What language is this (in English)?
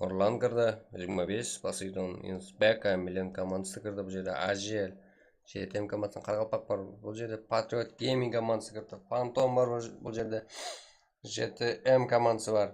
Kara-Kalpak